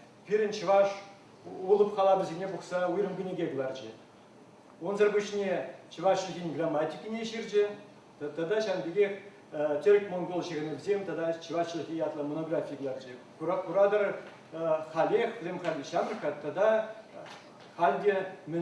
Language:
Chuvash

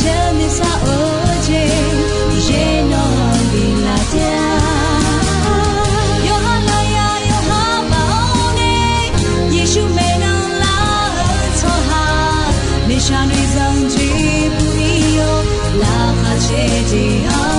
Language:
Akha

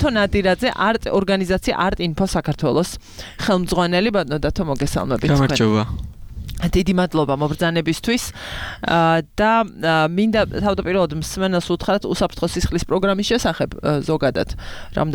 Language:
Georgian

